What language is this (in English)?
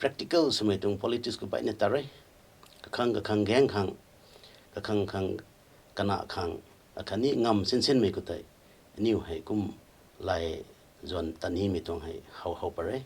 Rongmei Naga